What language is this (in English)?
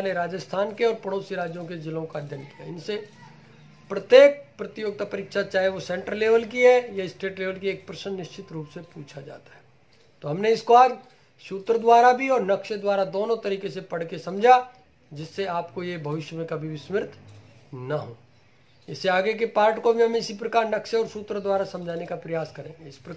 Hindi